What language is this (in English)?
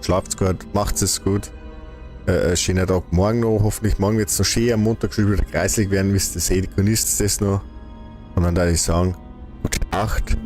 Bavarian